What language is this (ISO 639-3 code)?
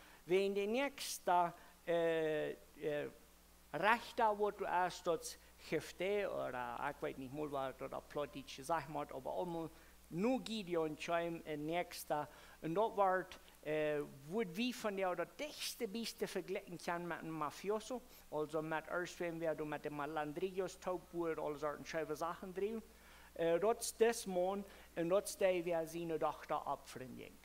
pdt